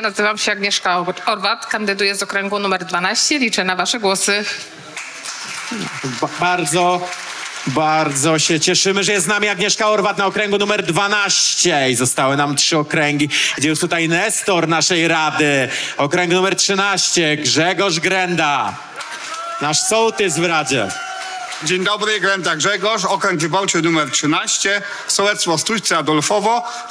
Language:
Polish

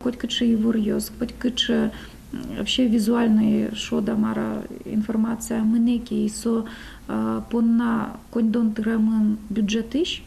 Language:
Udmurt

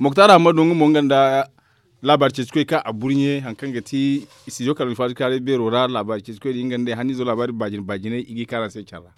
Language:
Zarma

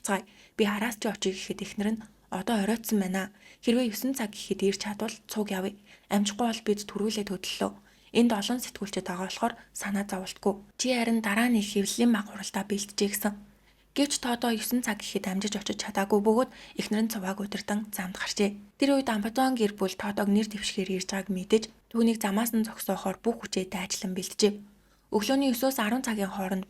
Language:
Mongolian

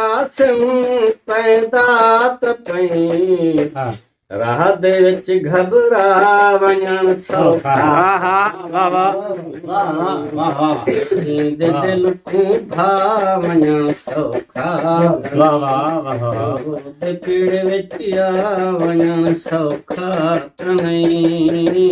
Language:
Saraiki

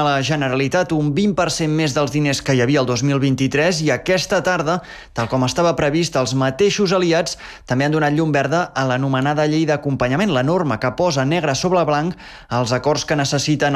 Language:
Catalan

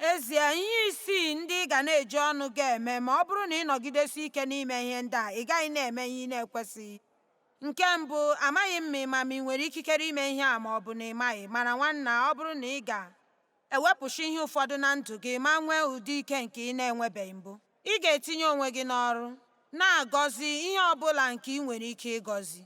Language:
Igbo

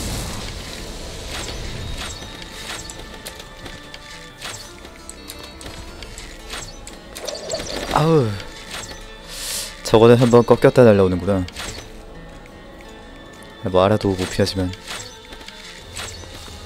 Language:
Korean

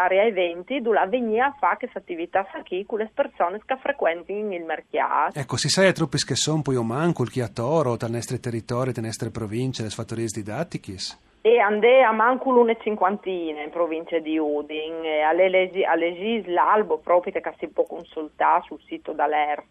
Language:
Friulian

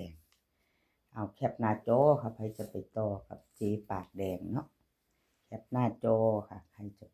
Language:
Northeastern Thai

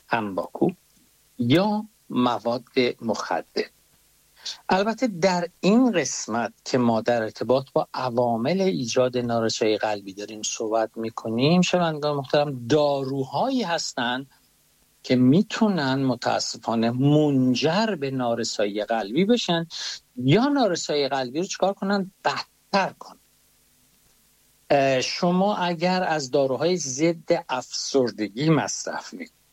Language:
Persian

